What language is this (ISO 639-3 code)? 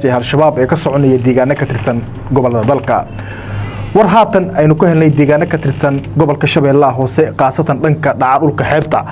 som